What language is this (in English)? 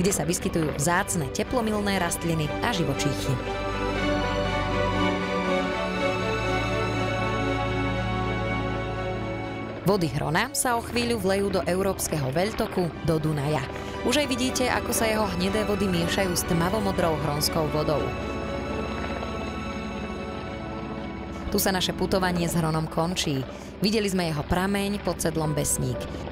Slovak